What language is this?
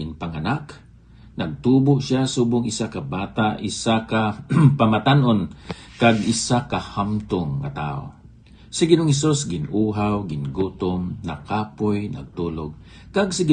Hiligaynon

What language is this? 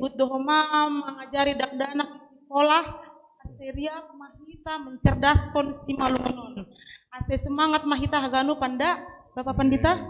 Batak Simalungun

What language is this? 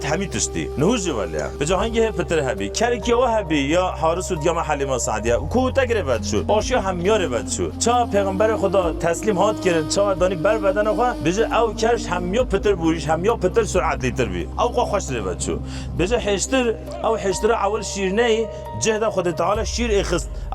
Kurdish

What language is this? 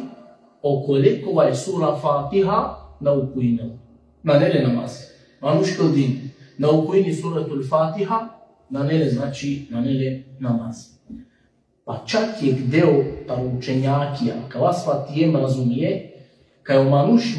Balkan Romani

